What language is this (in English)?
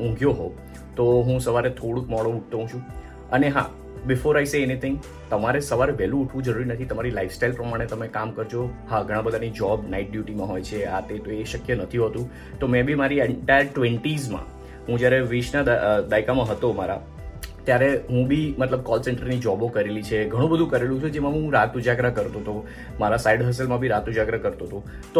Gujarati